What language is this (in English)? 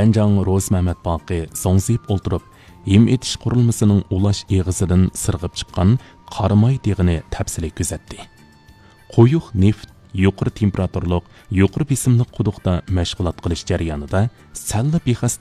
Uyghur